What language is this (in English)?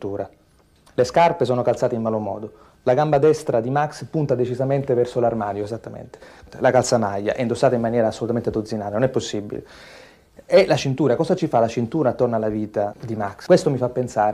Italian